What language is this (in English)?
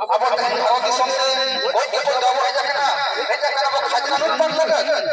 Santali